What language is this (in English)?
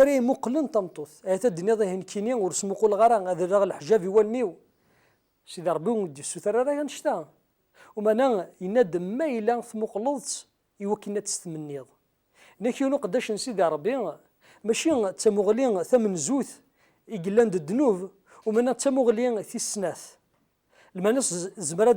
Kabyle